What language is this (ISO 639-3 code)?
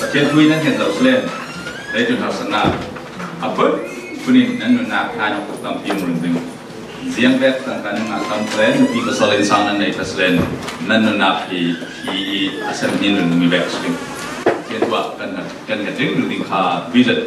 cfm